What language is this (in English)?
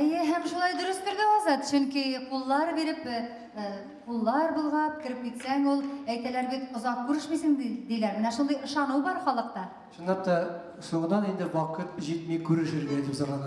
Tatar